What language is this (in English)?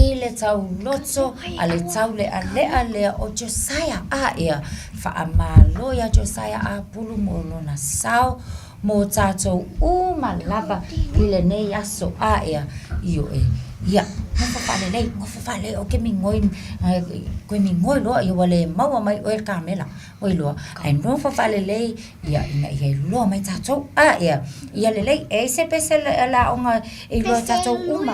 Samoan